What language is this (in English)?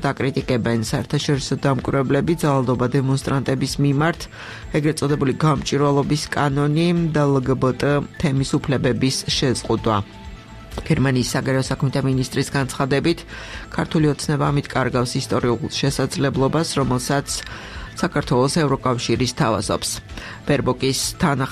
Georgian